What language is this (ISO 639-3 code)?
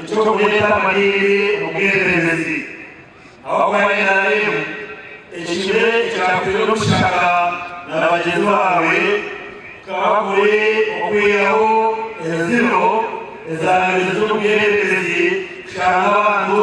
nyn